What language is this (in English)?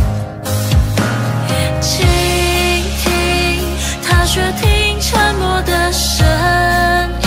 Chinese